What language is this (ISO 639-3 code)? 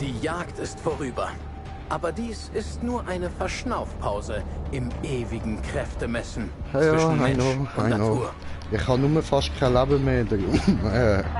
gsw